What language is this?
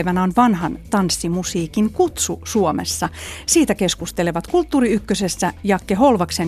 Finnish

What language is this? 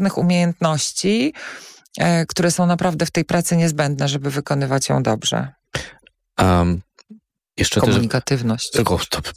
Polish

